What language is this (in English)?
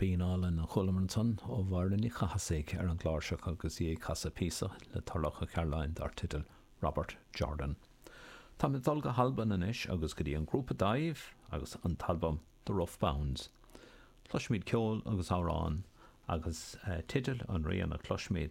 Irish